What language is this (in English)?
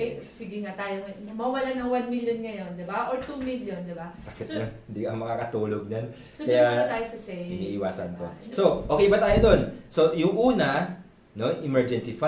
Filipino